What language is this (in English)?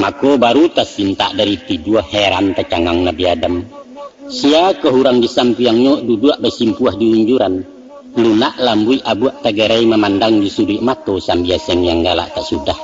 Minangkabau